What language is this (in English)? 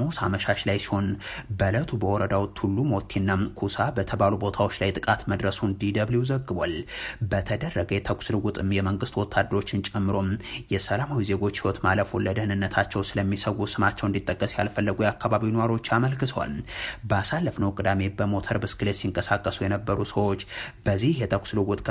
Amharic